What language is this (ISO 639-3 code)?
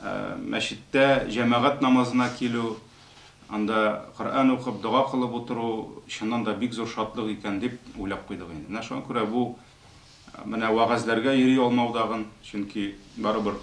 tat